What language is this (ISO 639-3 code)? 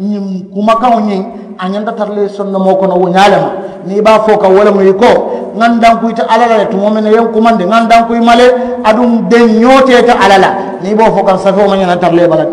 man